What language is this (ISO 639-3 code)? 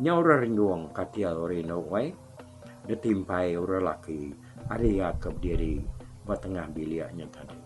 iba